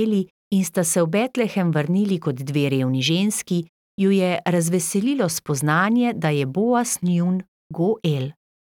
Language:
Slovenian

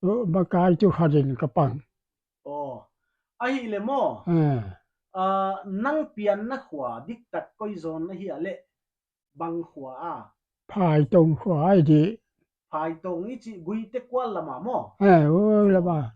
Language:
Paite Chin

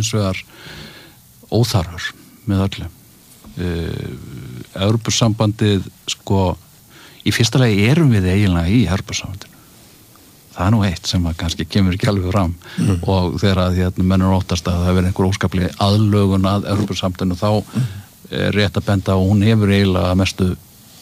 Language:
Icelandic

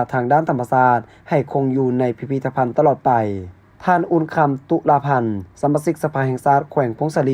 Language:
Lao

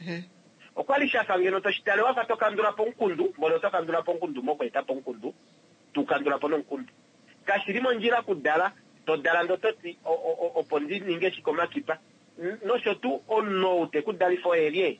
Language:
Kuanyama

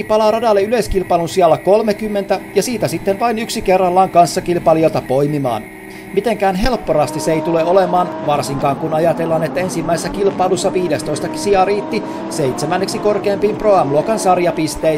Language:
Finnish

